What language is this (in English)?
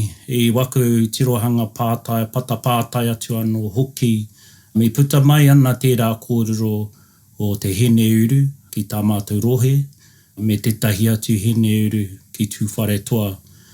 Māori